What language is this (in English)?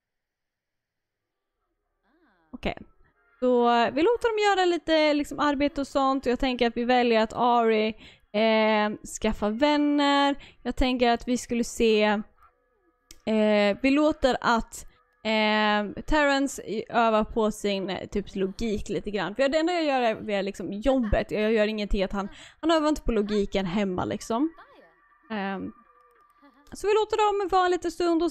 Swedish